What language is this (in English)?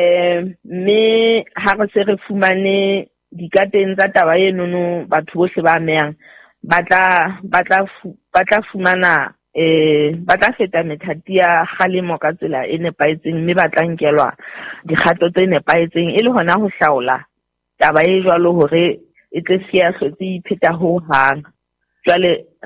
Southern Sotho